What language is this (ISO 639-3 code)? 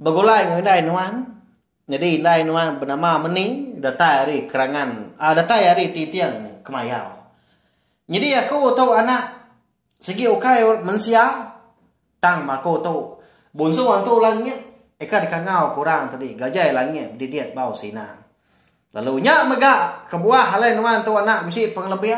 iba